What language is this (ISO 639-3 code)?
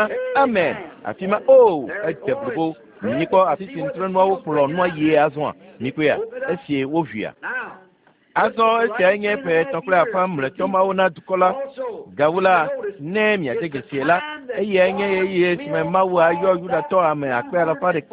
ewe